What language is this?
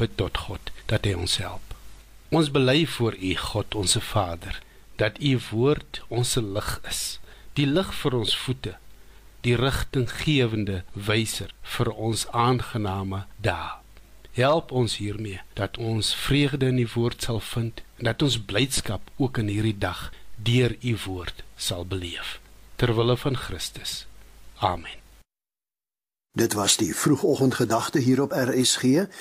Afrikaans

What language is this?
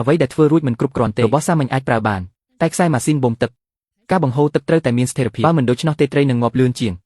Khmer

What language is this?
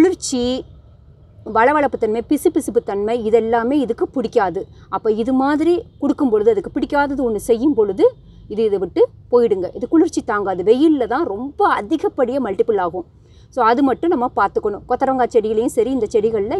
Tamil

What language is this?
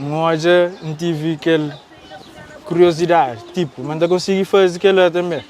Kabuverdianu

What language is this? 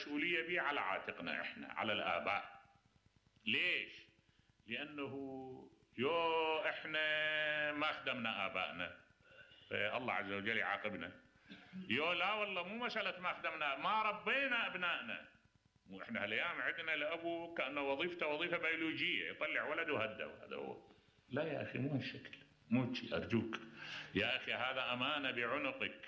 Mesopotamian Arabic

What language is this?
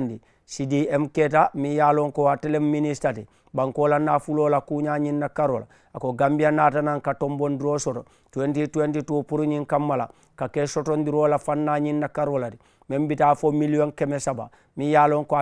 Mandingo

